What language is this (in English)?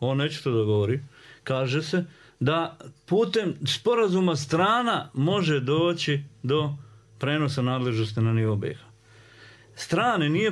Bosnian